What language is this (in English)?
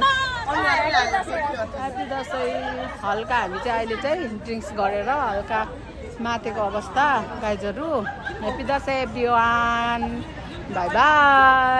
Nepali